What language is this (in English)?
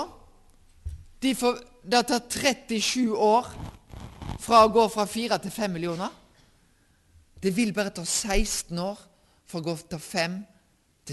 Norwegian